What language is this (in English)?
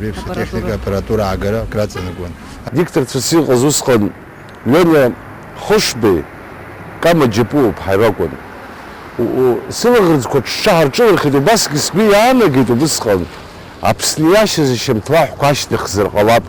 Abkhazian